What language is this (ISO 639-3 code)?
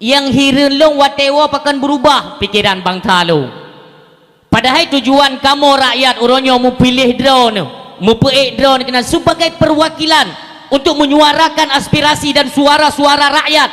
ace